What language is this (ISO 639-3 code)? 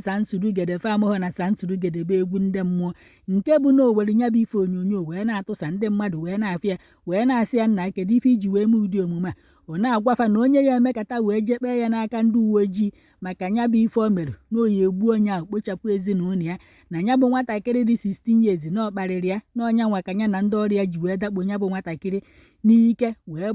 ibo